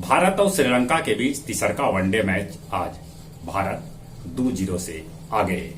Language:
Magahi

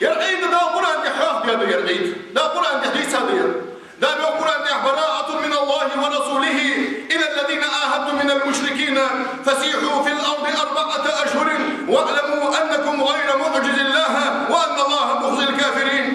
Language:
Ingush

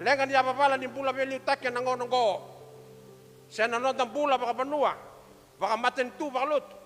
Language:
Fijian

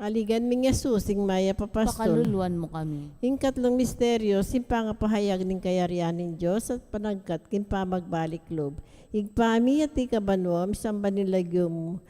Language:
Pampanga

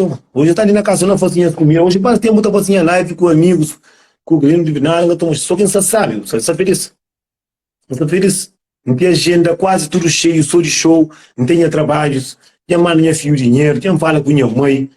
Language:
Kabuverdianu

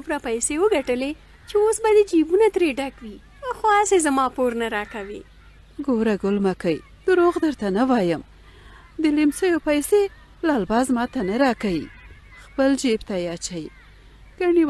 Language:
Pashto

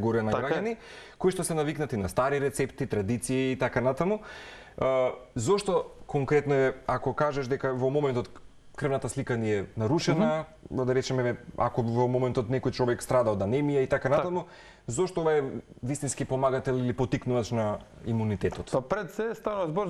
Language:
Macedonian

